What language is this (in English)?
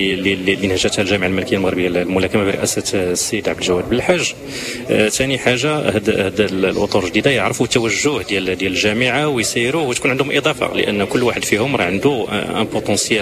Moroccan Arabic